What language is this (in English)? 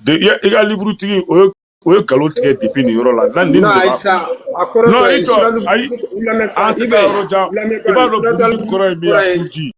Bambara